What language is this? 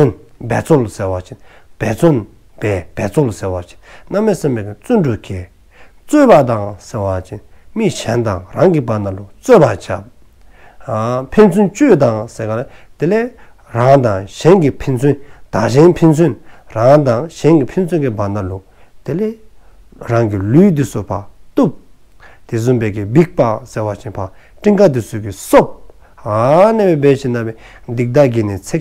Dzongkha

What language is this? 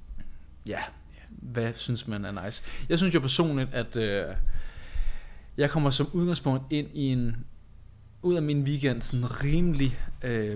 Danish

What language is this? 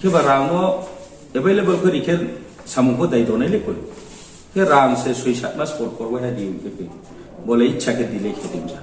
Riang (India)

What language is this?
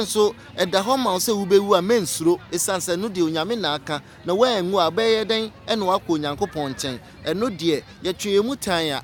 Akan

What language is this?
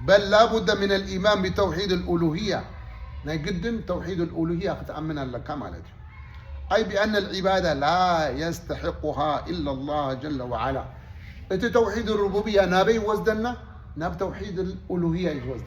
Tigrinya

